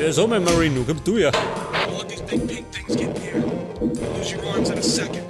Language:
Bavarian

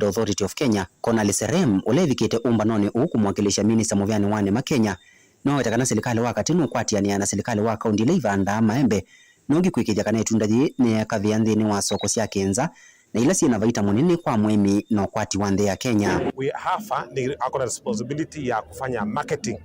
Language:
Kamba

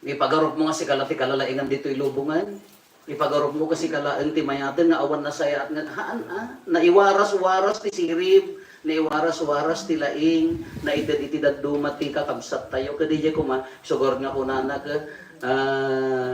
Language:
Iloko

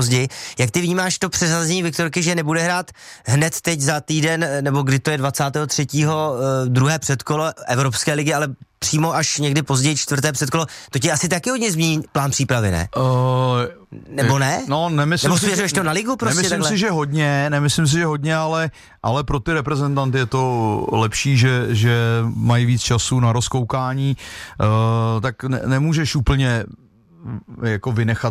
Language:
Czech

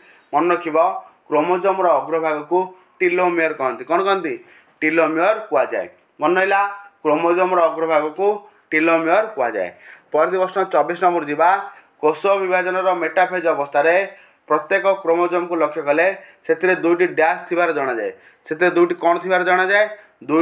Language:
Odia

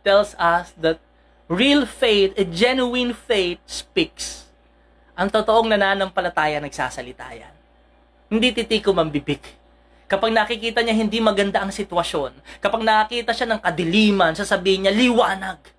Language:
Filipino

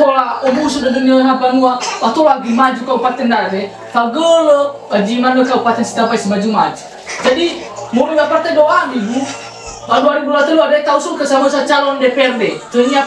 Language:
Nias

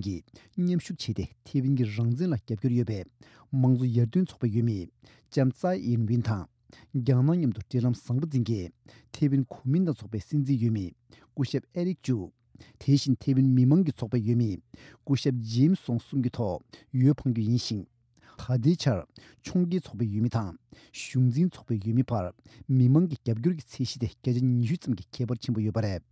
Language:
Tibetan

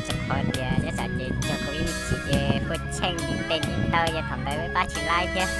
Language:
Hmong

